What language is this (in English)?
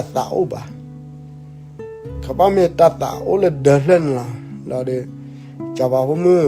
S'gaw Karen